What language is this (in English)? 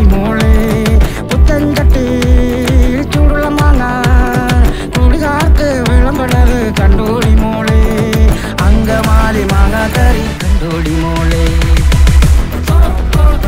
Malayalam